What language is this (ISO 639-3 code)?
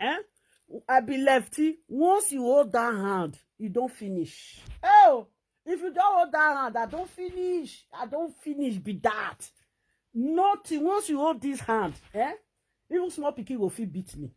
pcm